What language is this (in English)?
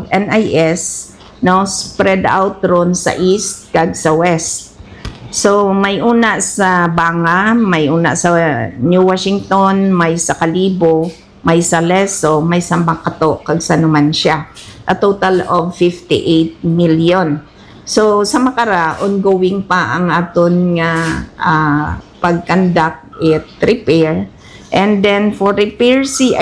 Hiligaynon